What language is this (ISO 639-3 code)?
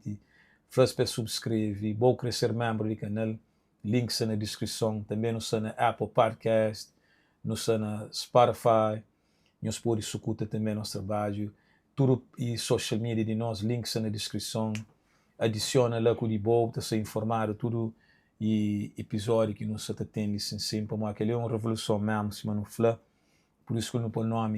kea